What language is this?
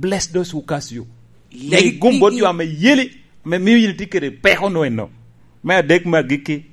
Lango (Uganda)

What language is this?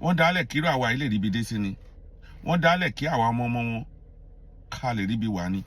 Yoruba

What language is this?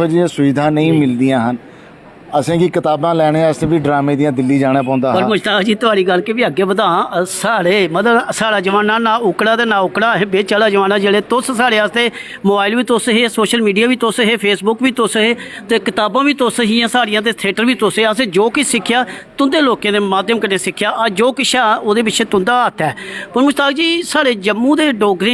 Dogri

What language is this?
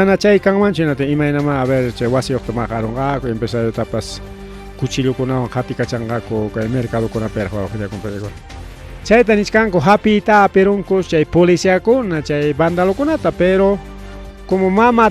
Ayacucho Quechua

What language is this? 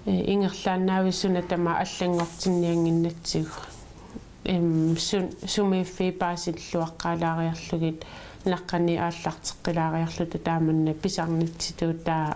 Kalaallisut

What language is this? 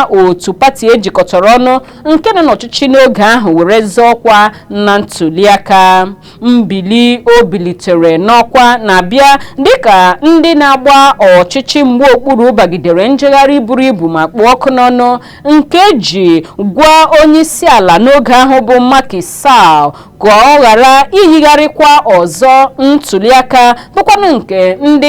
Igbo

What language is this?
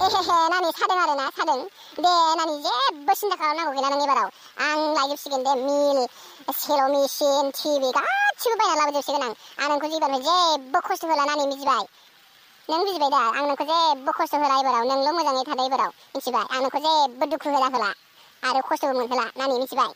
Bodo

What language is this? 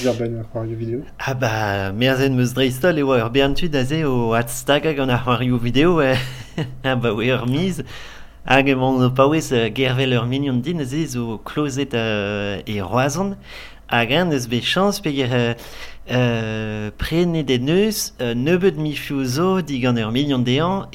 Breton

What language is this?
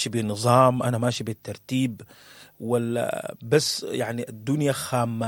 Sudanese Arabic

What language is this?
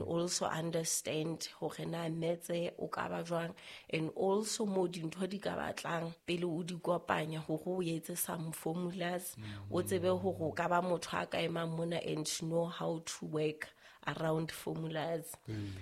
Southern Sotho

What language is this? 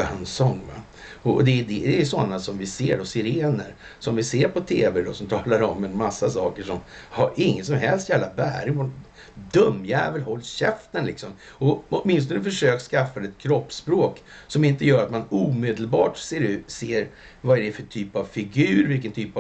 Swedish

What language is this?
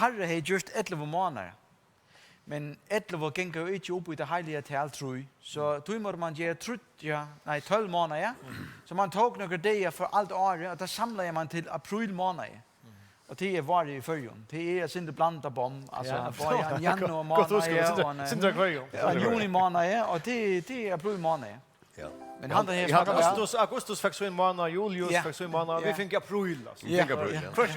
Faroese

